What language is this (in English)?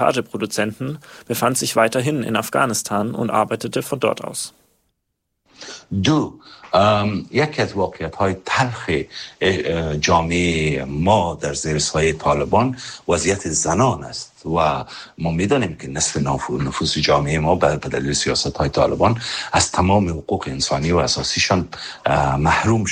Persian